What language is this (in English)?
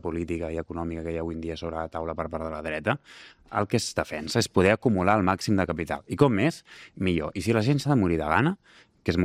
Catalan